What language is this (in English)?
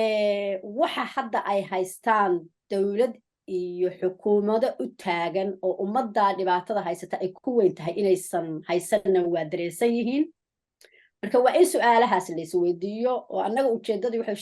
Somali